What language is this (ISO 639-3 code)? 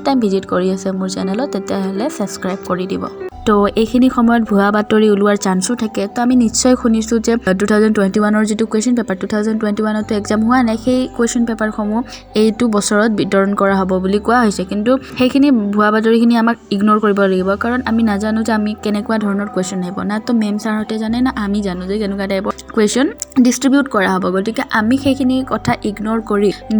asm